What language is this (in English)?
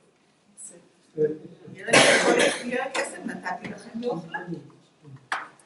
Hebrew